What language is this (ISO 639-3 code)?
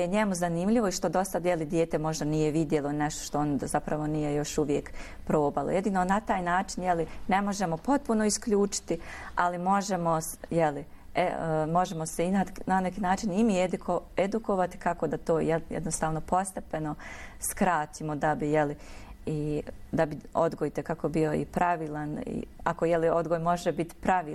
bos